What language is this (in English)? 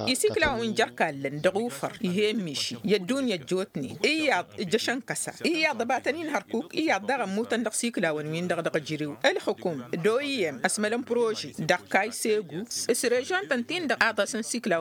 Tamasheq